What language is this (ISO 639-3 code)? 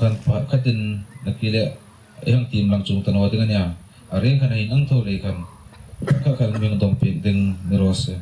hmr